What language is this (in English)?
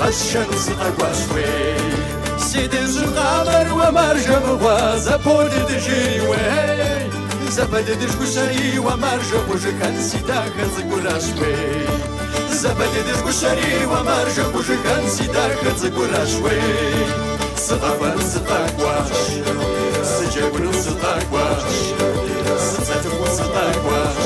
Kabardian